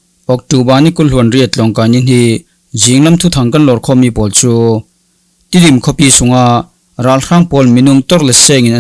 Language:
Falam Chin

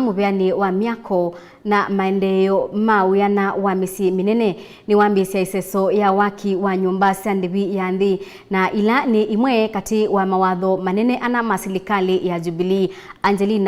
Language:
Kamba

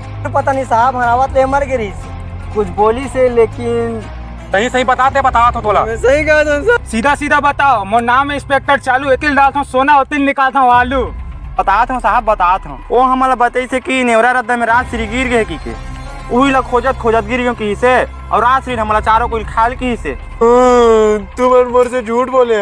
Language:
Chhattisgarhi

